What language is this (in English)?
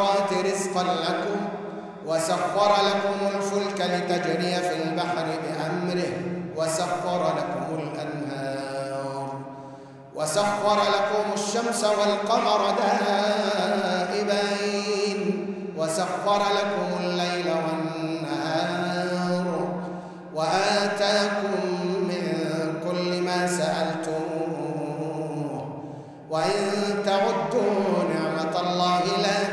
Arabic